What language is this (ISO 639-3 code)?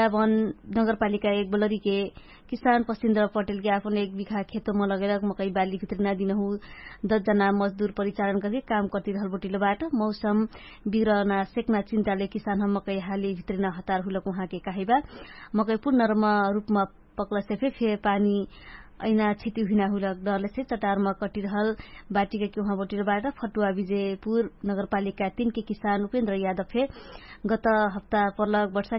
thl